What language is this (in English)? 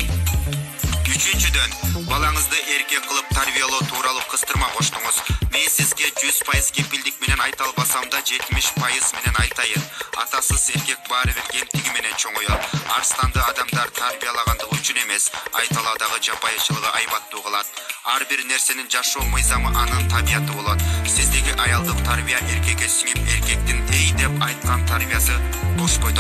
Kyrgyz